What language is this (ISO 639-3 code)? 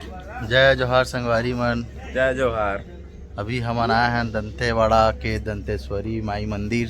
hne